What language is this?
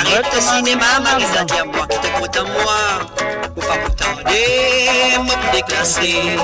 Morisyen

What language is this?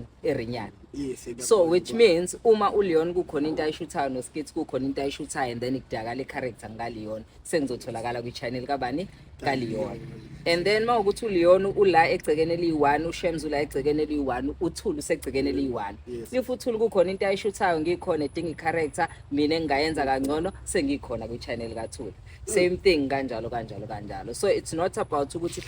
Zulu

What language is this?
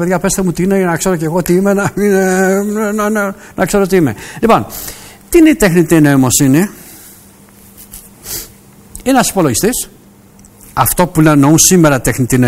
Greek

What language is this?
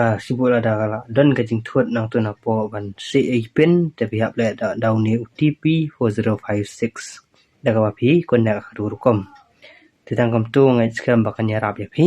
Khasi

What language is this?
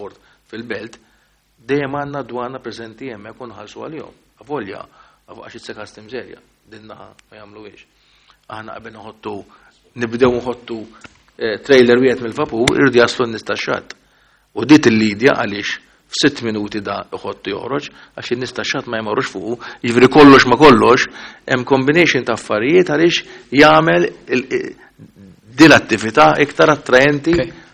Maltese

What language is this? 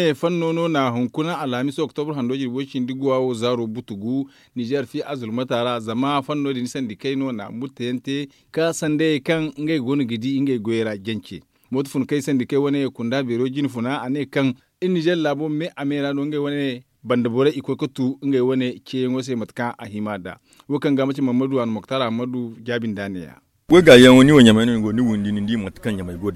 Zarma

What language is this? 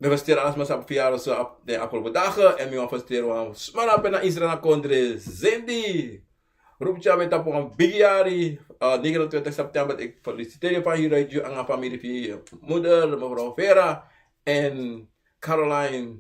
Sranan Tongo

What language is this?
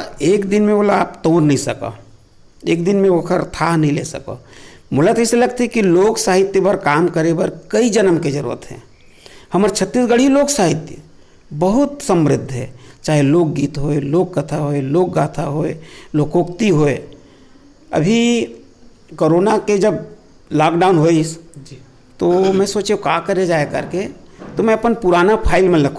Chhattisgarhi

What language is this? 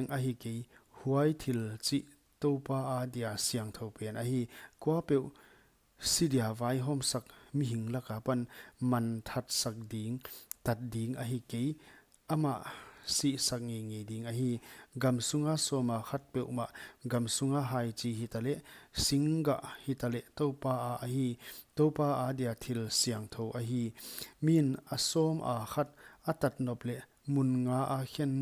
Paite Chin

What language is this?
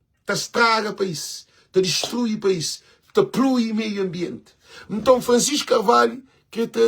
Kabuverdianu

